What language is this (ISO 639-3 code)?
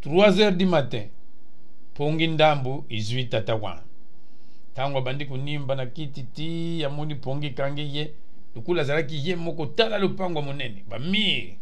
lin